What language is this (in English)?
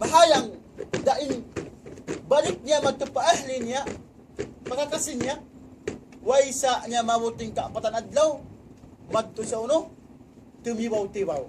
Tausug